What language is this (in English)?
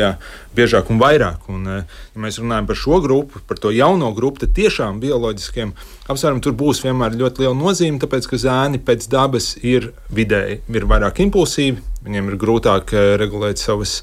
Latvian